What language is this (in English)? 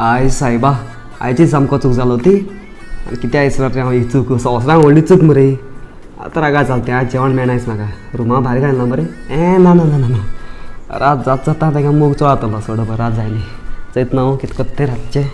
Konkani